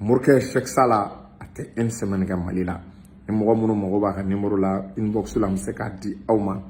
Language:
Bambara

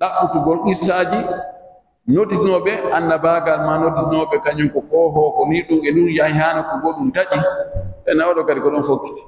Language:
Pular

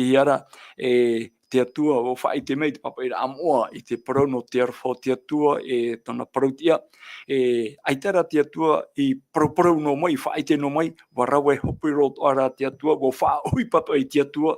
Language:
Tahitian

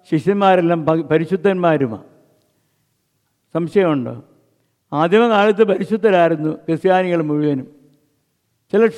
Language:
Malayalam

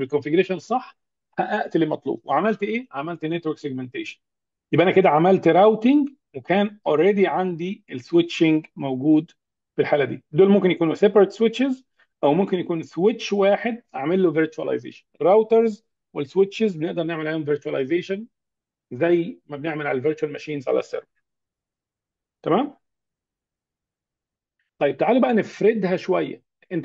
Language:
Egyptian Arabic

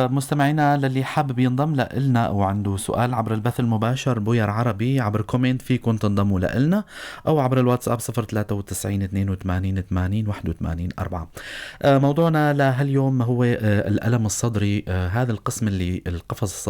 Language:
North Levantine Arabic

